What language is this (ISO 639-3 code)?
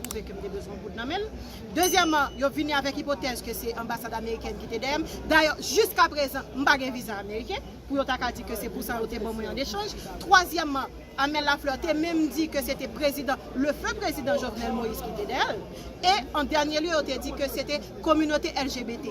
hat